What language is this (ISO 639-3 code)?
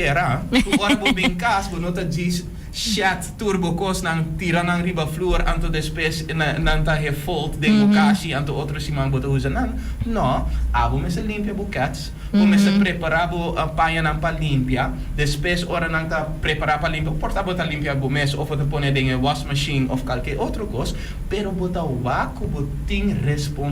pap